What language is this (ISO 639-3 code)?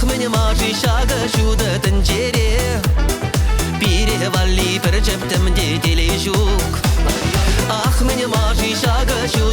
chv